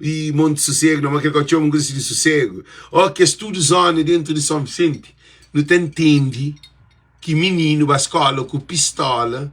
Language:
Kabuverdianu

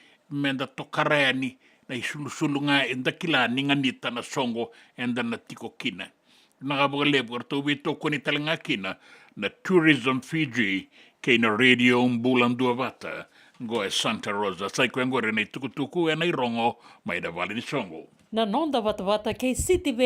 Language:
Fijian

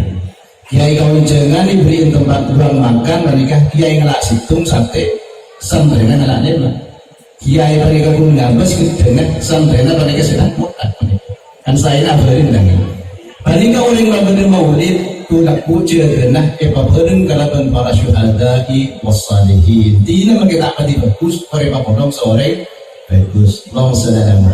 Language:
Madurese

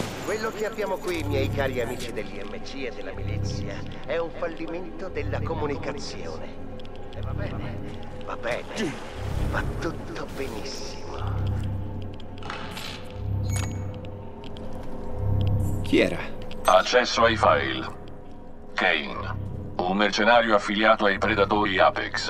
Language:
Italian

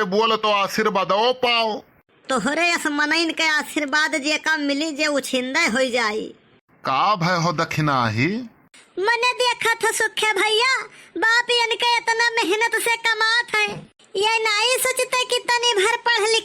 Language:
Awadhi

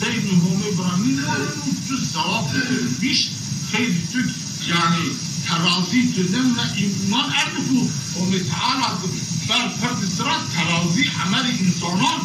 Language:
Zaza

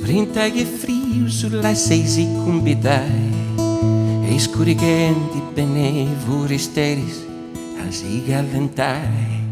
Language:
Sardinian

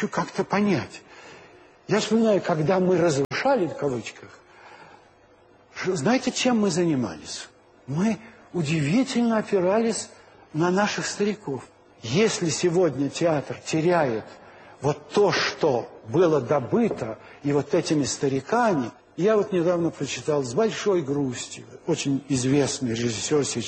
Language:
Russian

